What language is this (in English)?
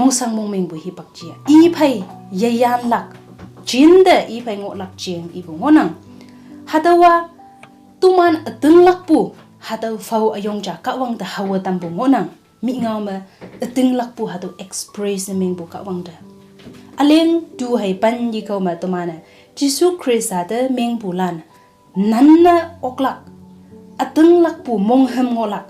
Konyak Naga